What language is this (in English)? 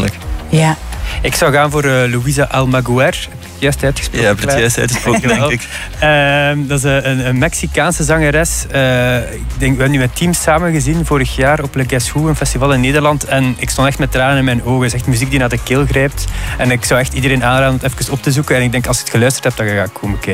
Dutch